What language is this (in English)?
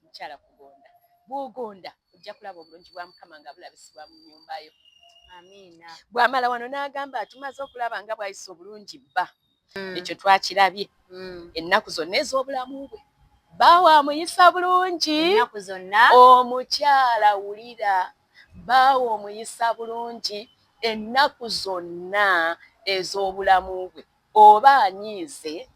Ganda